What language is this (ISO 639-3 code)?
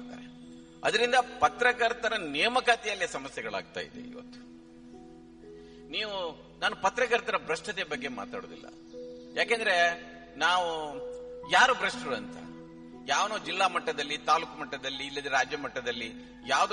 kan